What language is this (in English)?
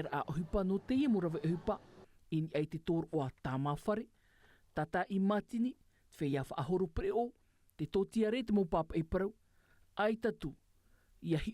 Tahitian